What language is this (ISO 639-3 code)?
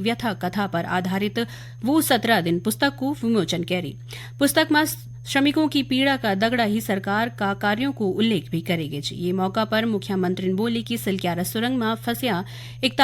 gbm